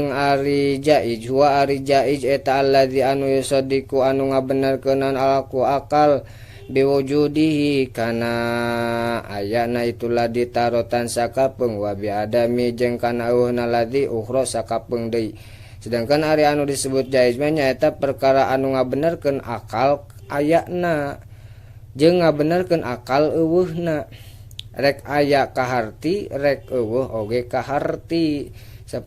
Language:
Sundanese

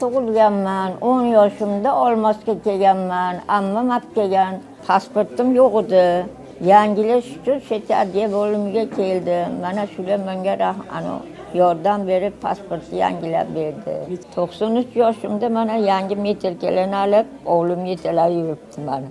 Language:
Uzbek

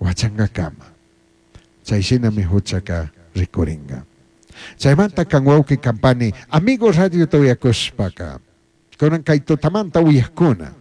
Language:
Chimborazo Highland Quichua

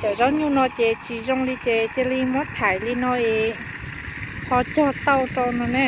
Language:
Hmong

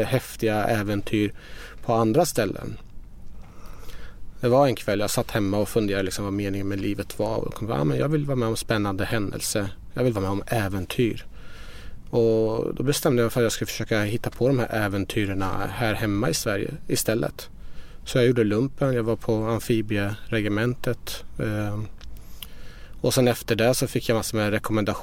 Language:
Swedish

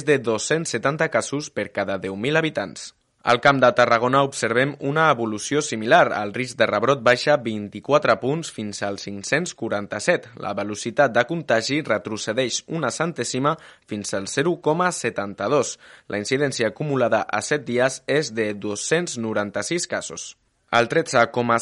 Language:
Catalan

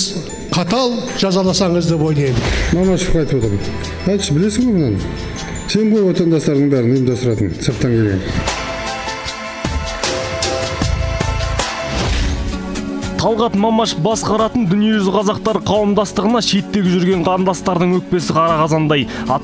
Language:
Kazakh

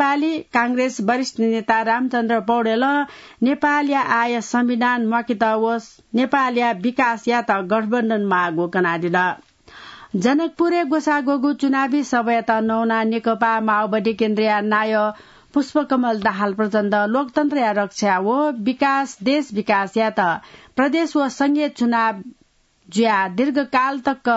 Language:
Newari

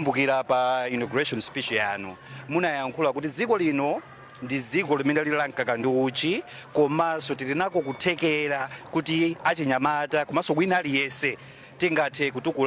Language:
Nyanja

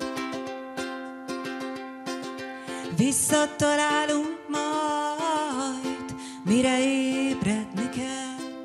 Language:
Hungarian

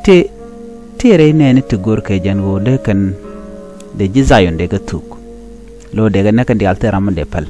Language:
Nuer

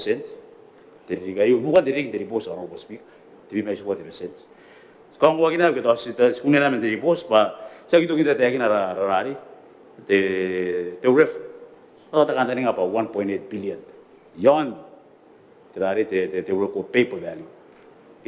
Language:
Gilbertese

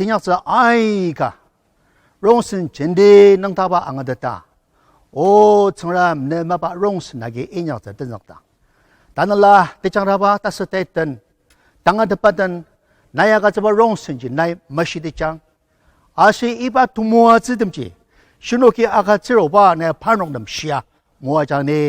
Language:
Ao Naga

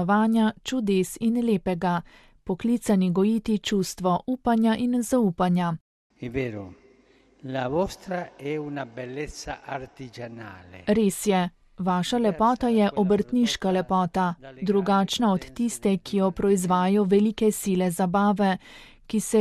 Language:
Slovenian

